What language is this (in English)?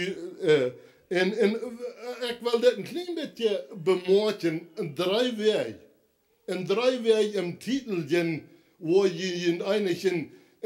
Plautdietsch